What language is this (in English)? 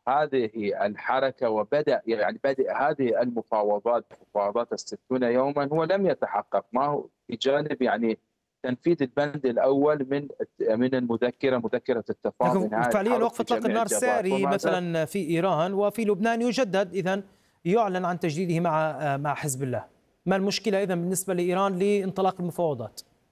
Arabic